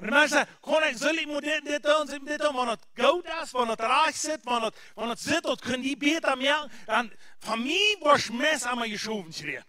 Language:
Plautdietsch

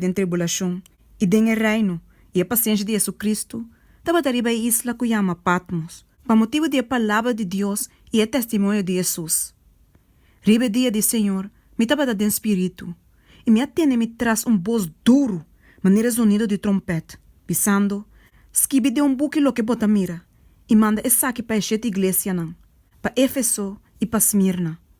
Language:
Papiamento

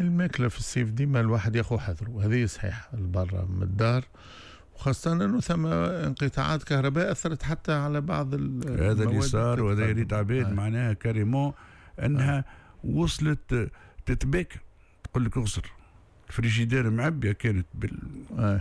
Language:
Tunisian Arabic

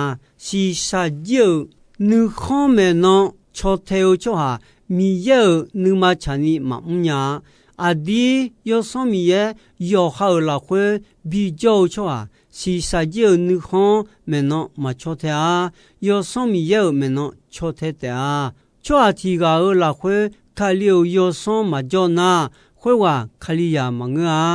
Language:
Akha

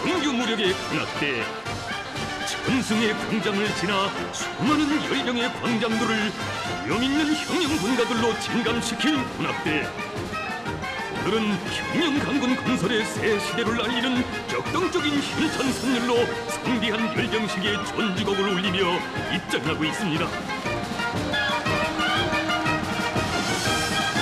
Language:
Korean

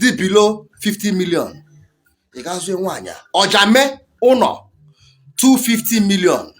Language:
Igbo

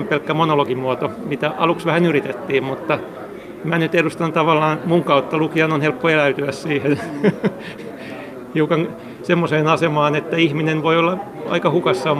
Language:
Finnish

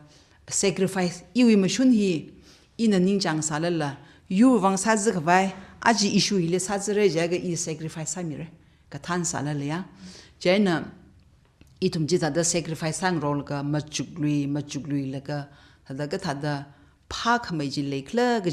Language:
Tangkhul Naga (India)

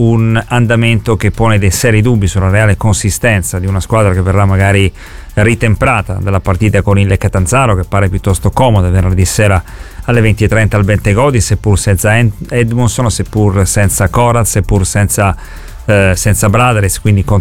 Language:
Italian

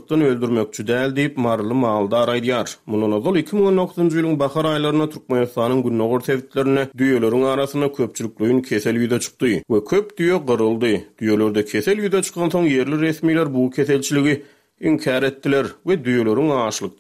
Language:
Turkmen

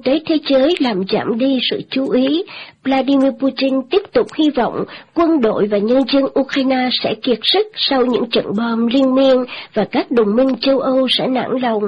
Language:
Vietnamese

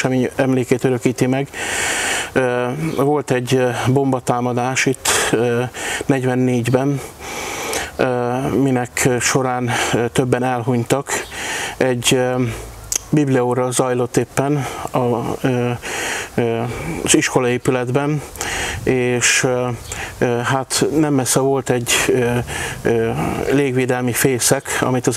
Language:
Hungarian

